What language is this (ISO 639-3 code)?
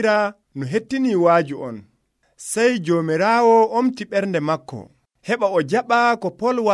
fuv